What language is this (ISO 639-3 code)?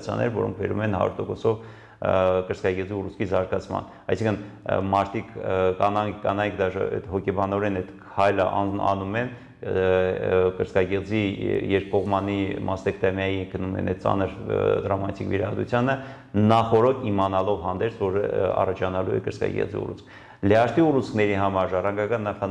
hye